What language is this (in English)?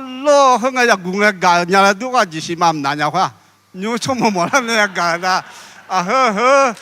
Akha